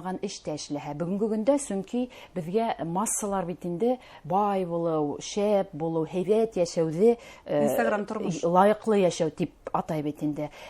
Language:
Bashkir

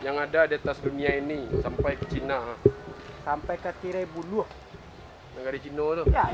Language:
Minangkabau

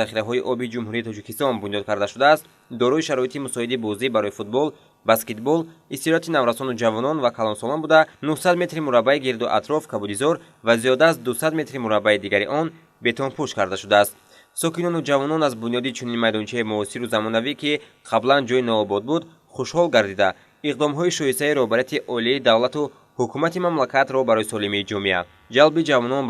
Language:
Tajik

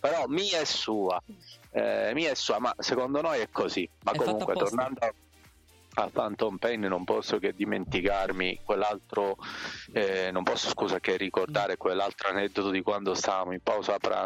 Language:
Italian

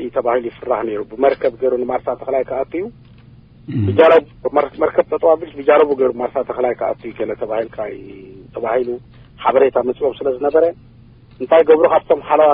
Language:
Tigrinya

